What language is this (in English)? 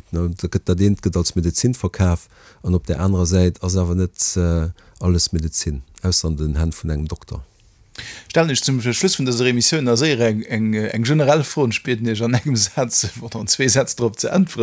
Luxembourgish